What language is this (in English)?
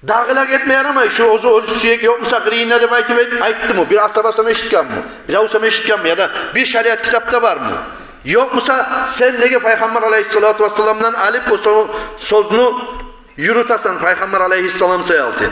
Kumyk